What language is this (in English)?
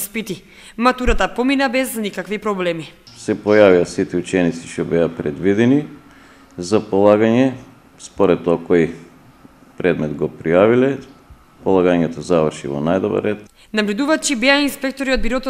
Macedonian